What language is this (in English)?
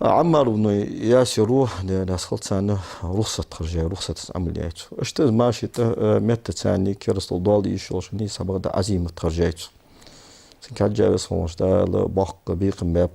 Ingush